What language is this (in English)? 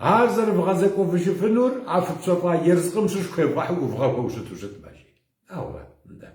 Kabardian